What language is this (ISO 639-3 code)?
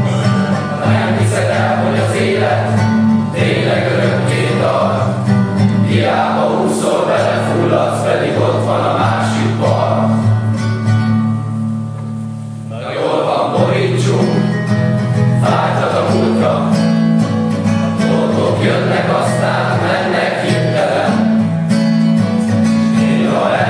hun